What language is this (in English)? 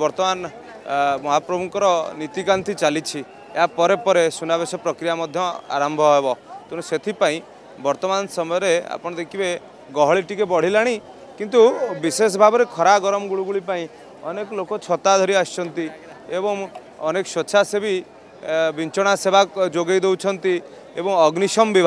Odia